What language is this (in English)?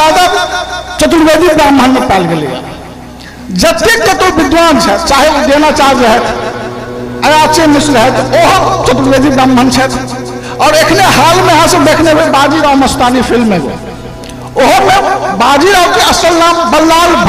Maithili